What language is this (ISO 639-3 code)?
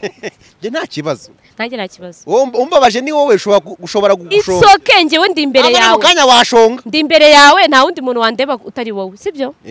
kin